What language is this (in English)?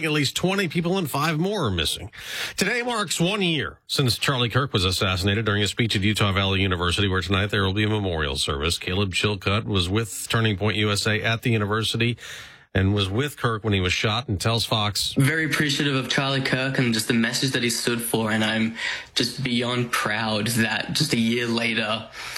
English